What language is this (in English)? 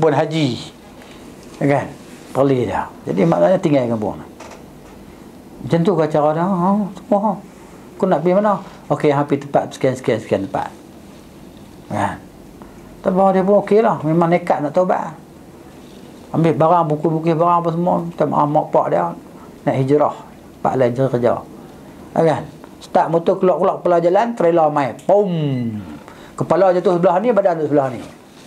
Malay